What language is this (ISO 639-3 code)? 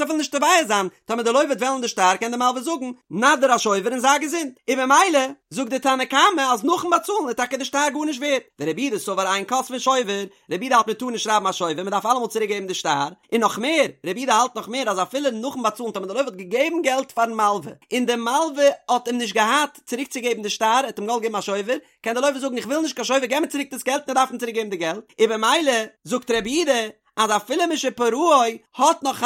yid